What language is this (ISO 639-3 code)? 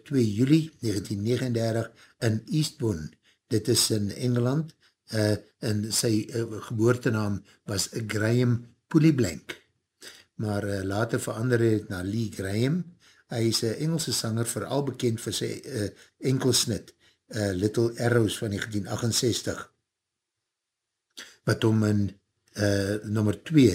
afr